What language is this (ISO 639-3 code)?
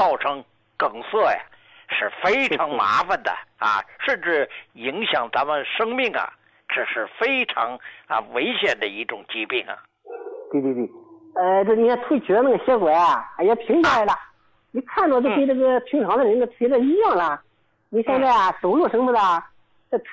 zho